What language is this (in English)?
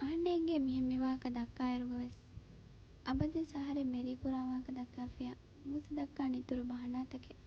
Divehi